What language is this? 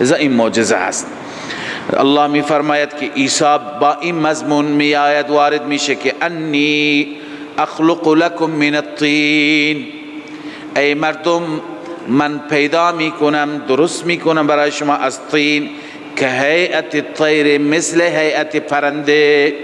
Persian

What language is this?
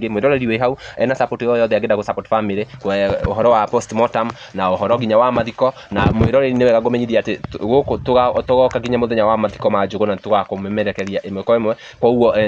Kikuyu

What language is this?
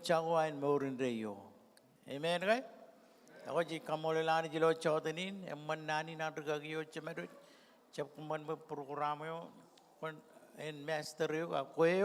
Marshallese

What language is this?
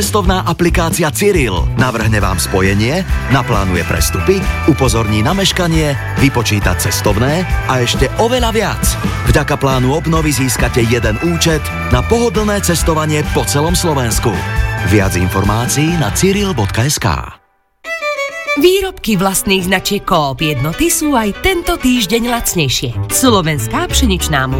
Slovak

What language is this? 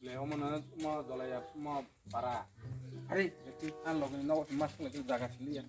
Kok Borok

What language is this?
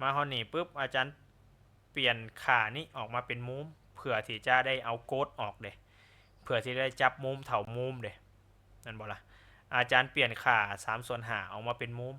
Lao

